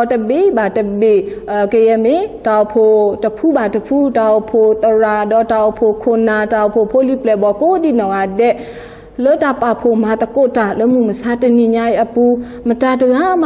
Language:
S'gaw Karen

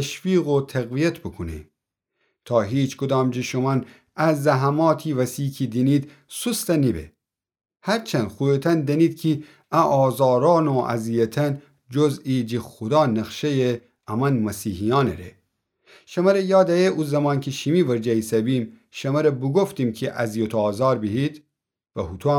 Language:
Gilaki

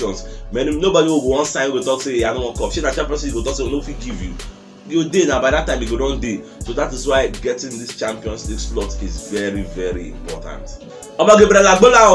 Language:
Nigerian Pidgin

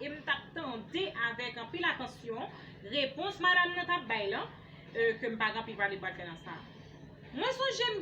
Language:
Haitian Creole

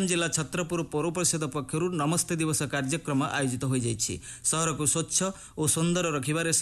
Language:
Odia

